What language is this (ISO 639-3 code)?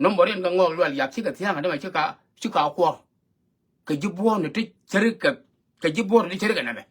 nus